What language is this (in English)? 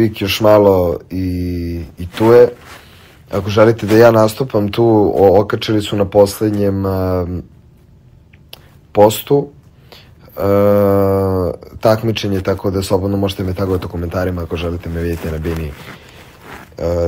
Serbian